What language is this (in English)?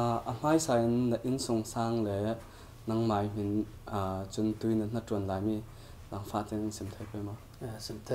Falam Chin